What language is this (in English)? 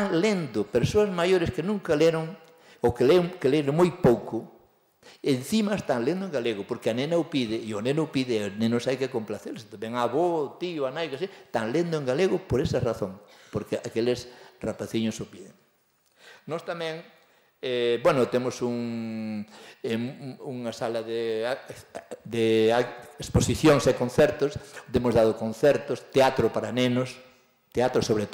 Galician